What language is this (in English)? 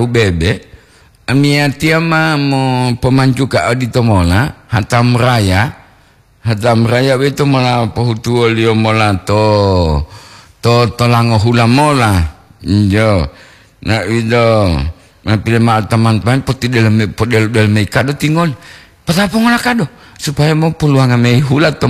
Gorontalo